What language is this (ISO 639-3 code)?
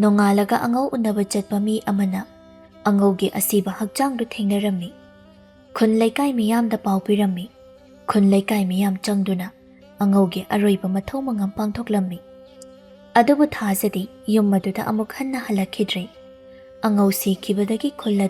mni